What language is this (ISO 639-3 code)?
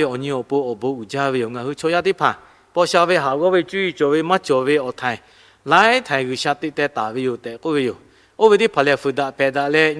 lhu